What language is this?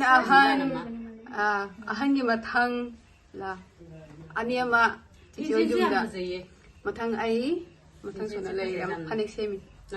Manipuri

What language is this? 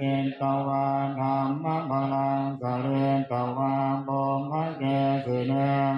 Pali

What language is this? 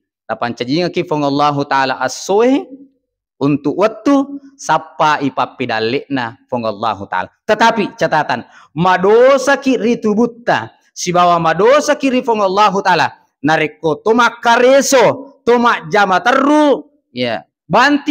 Buginese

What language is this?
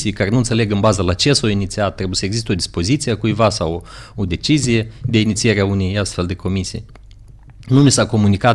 Romanian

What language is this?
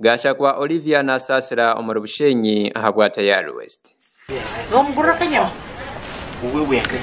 Nyankole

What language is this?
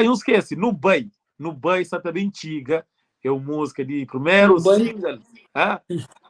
Kabuverdianu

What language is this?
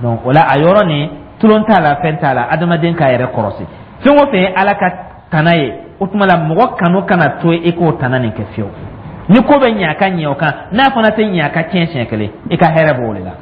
Dyula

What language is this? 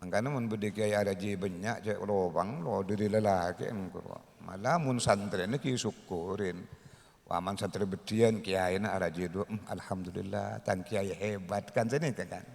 Madurese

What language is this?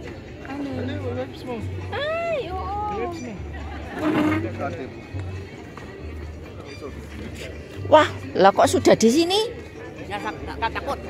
Indonesian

